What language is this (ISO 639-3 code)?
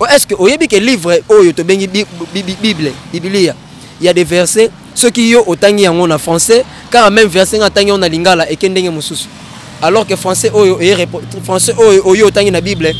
lin